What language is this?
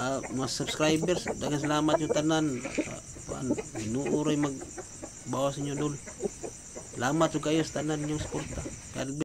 Cebuano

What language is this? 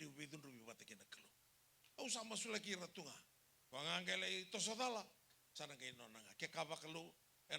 Fijian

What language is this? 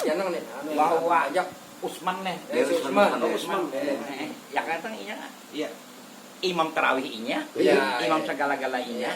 Banjar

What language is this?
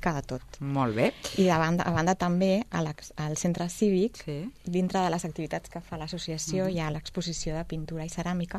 Catalan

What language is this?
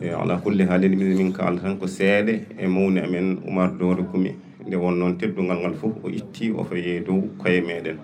Fula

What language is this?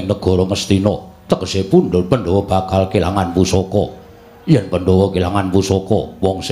Javanese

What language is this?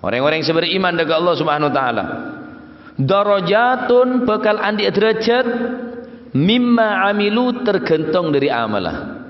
Madurese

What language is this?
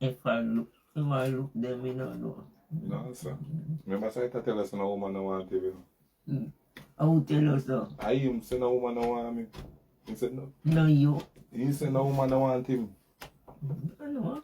Jamaican Creole English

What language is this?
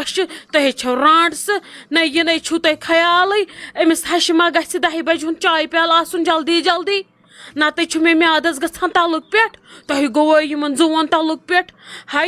Kashmiri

